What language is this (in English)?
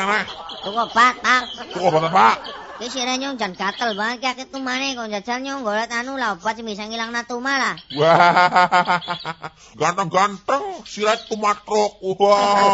Javanese